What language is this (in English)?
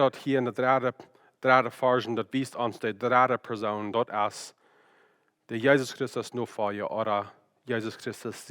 Plautdietsch